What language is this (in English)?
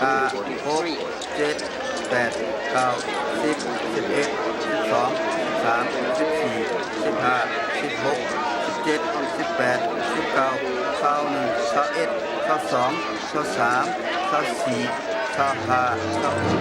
Shan